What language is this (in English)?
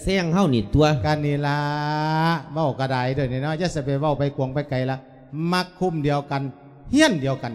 Lao